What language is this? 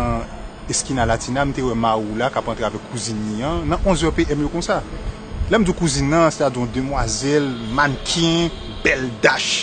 Haitian Creole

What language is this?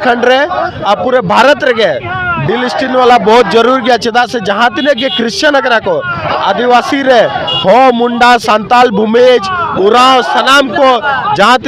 Santali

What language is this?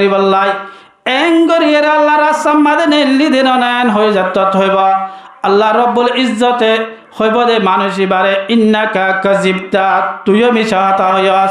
Rohingya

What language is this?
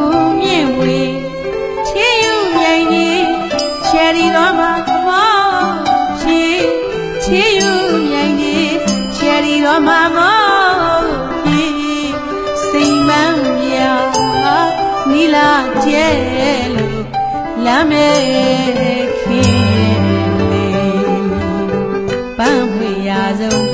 Burmese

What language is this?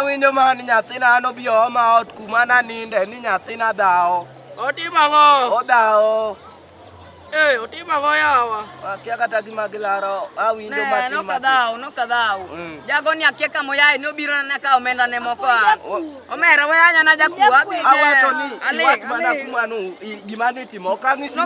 Luo (Kenya and Tanzania)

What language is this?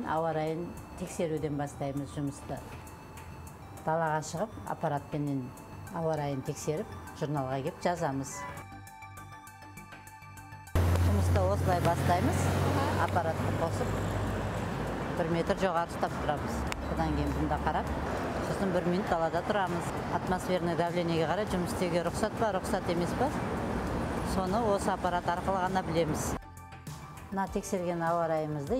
Kazakh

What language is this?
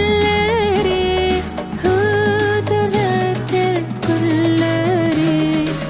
Turkmen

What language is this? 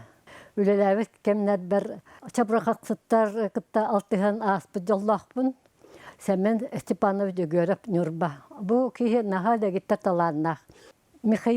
Yakut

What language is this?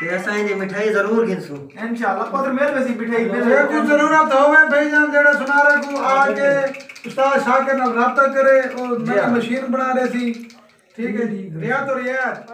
Saraiki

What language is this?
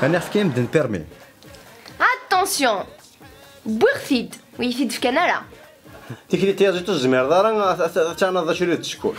Kabyle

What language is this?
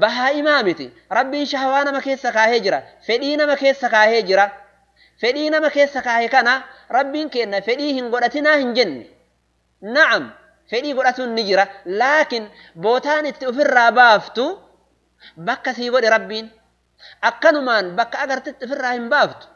Oromo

